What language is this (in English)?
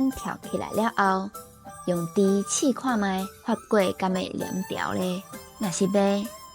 Min Nan Chinese